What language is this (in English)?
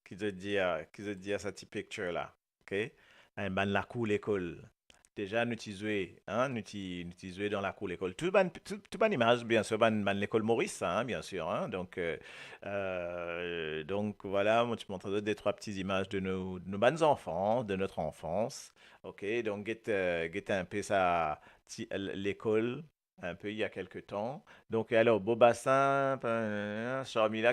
Morisyen